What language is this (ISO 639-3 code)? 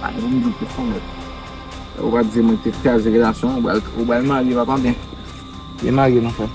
hat